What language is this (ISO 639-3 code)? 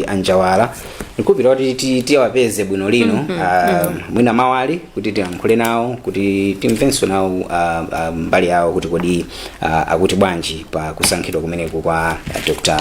nya